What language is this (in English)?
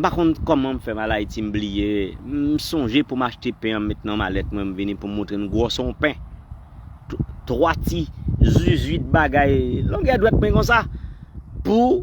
Haitian Creole